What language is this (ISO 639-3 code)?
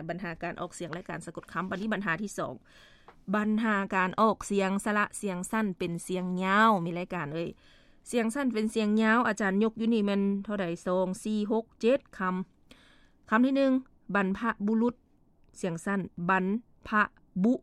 lao